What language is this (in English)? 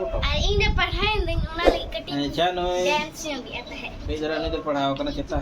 Santali